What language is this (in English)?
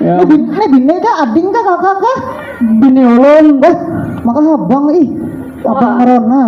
Banjar